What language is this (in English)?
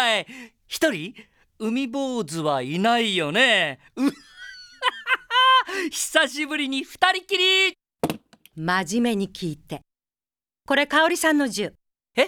Japanese